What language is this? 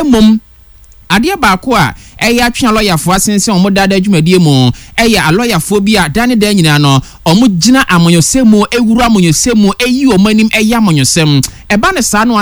Akan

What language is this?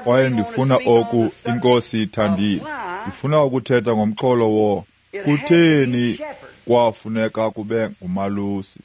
Xhosa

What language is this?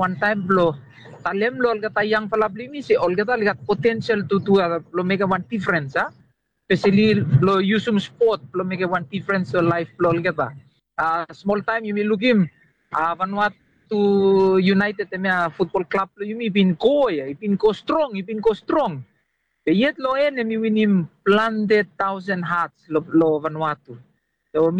Bislama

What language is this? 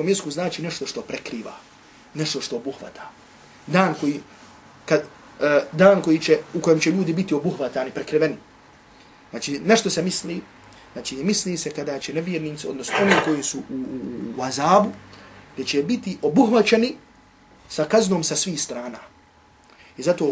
Bosnian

